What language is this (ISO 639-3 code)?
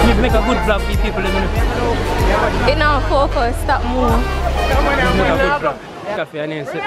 jam